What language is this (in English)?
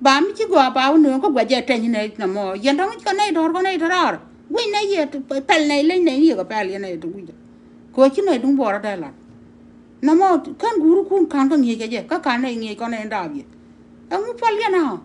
Nuer